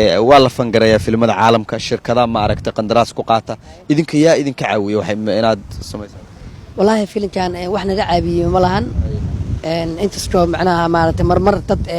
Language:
Somali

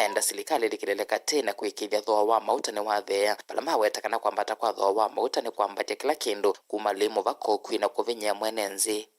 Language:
Kamba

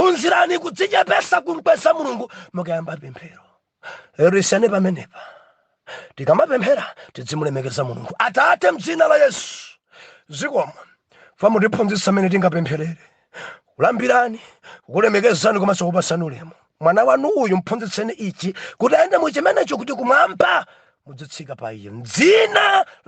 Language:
Nyanja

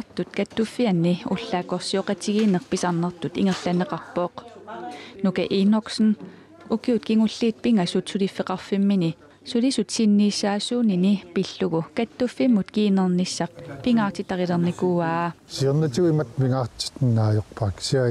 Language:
Kalaallisut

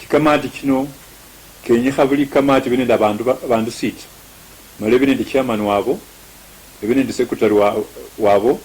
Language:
Luyia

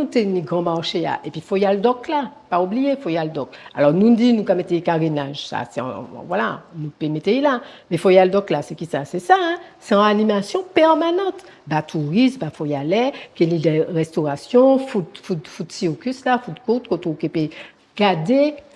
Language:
Guadeloupean Creole French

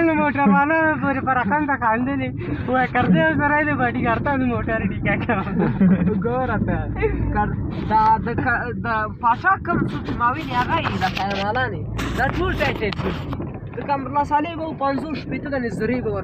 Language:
Pashto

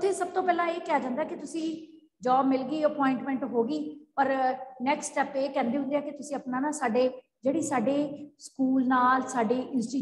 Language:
Punjabi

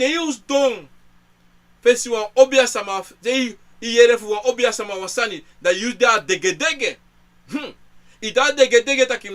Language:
Sranan Tongo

